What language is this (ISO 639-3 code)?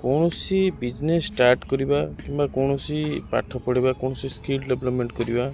ori